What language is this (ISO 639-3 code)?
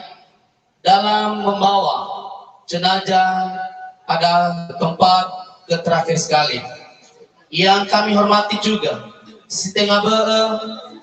nia